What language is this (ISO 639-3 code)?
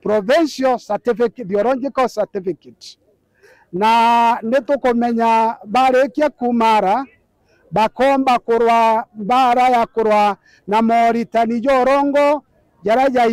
mer